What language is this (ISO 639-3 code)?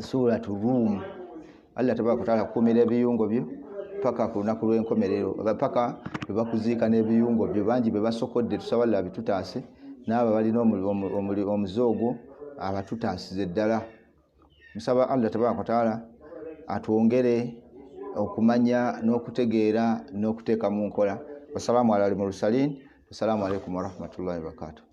lug